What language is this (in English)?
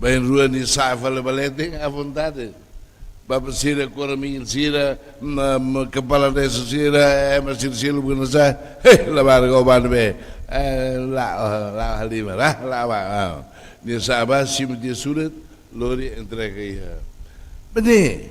Tetum